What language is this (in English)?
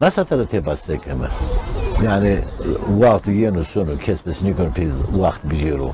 Zaza